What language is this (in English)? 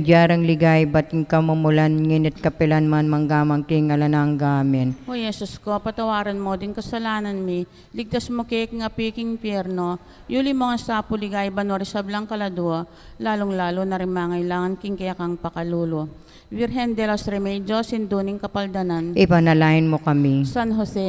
Pampanga